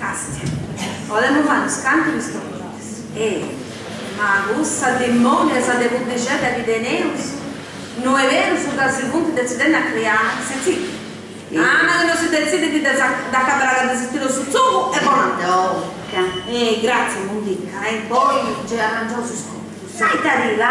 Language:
Sardinian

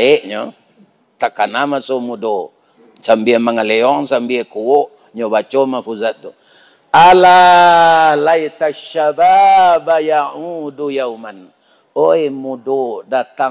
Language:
Minangkabau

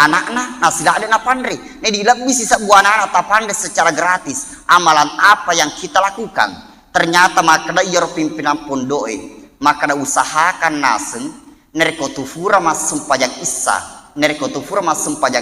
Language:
Buginese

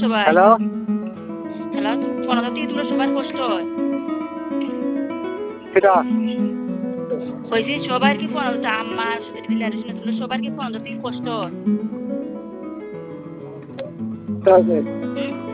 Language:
Bangla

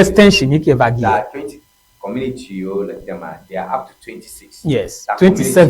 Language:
Ewe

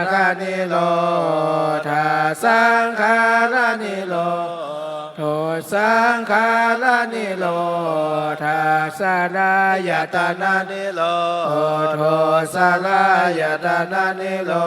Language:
Pali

